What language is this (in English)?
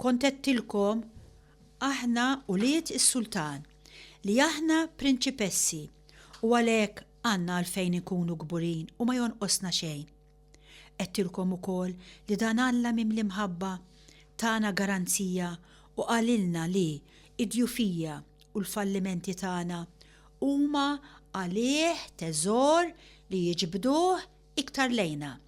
Maltese